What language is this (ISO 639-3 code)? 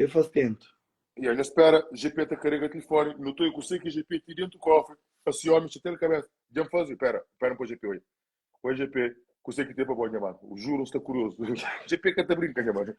kea